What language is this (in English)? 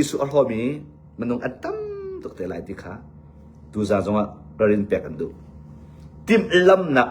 Hakha Chin